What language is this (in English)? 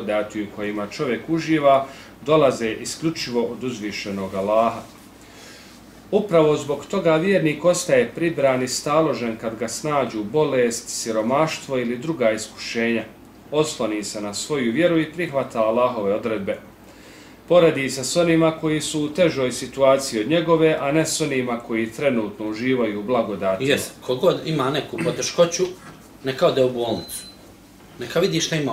Bosnian